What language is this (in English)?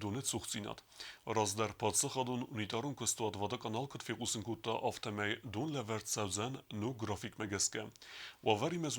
Ossetic